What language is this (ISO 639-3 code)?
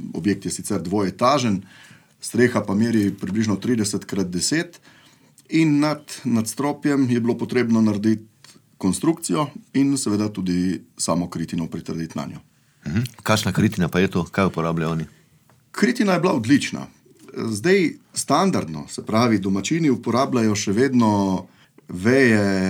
slv